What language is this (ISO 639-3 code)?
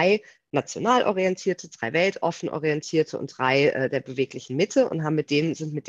deu